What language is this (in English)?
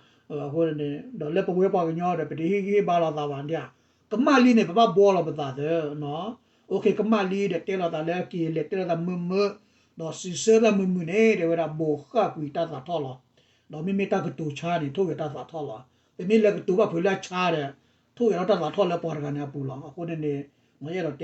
S'gaw Karen